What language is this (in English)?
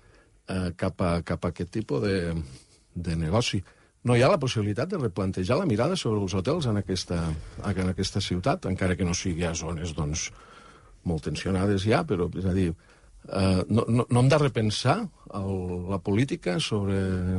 Catalan